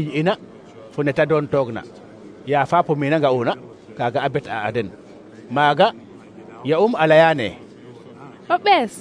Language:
Serer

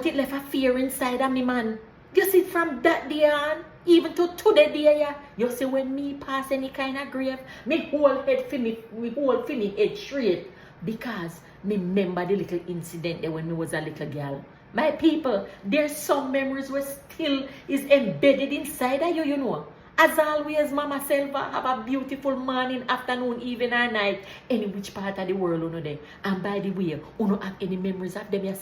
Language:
Jamaican Creole English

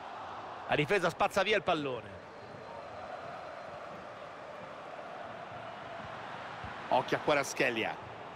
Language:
Italian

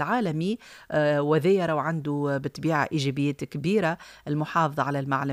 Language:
Tunisian Arabic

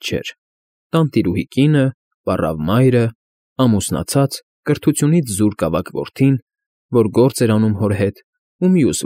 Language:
Armenian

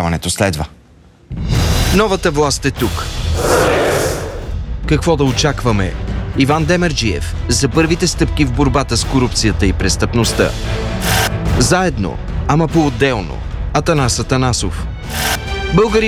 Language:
Bulgarian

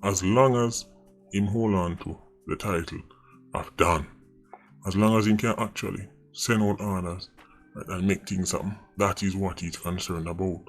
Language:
Jamaican Creole English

